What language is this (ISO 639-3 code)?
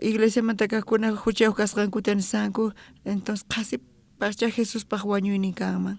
quh